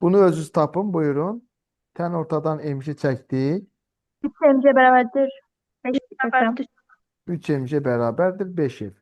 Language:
Azerbaijani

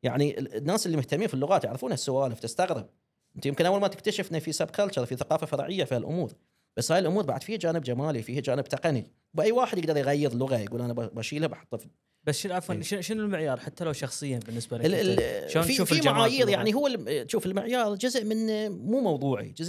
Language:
Gulf Arabic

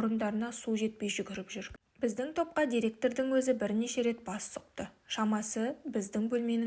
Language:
Kazakh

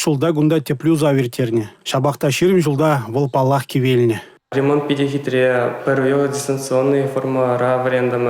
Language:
Chuvash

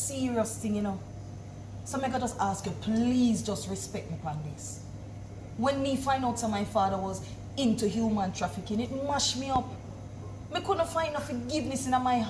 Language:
Jamaican Creole English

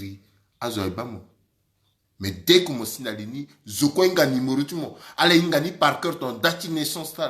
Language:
Sango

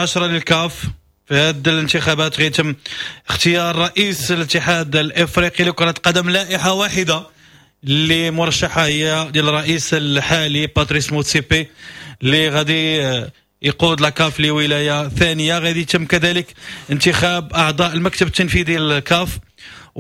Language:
Moroccan Arabic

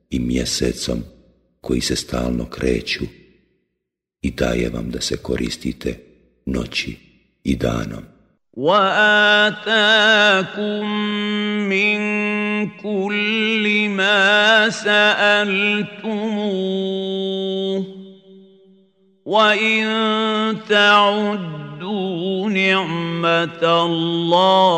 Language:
Bosnian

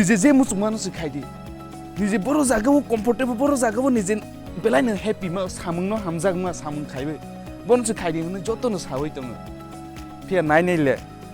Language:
Kok Borok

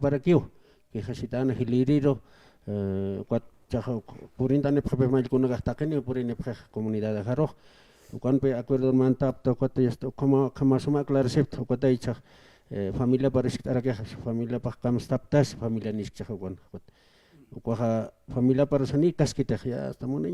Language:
Aymara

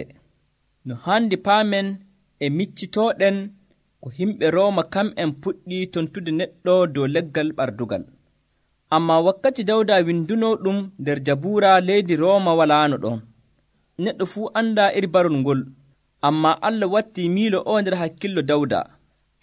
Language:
Nigerian Fulfulde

